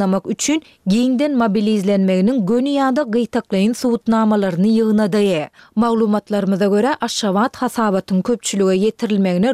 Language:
Turkmen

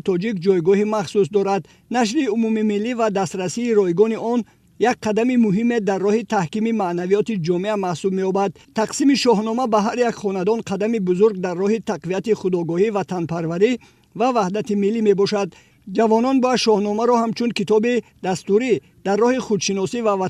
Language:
Tajik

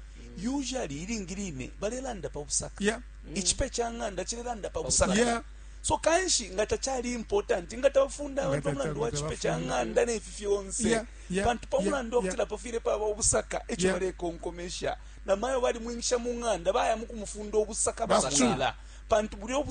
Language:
Bemba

